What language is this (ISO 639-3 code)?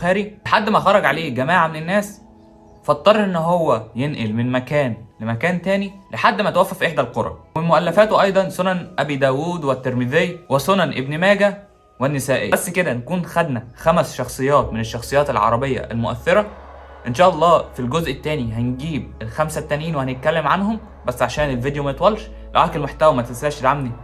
arz